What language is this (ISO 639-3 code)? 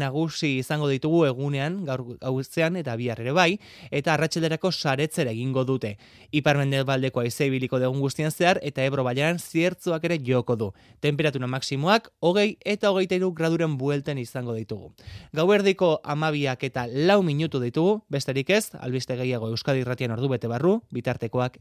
eus